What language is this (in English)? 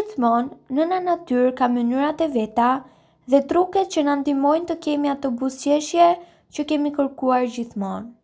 Albanian